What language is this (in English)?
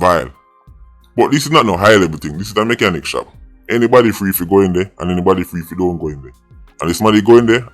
Jamaican Creole English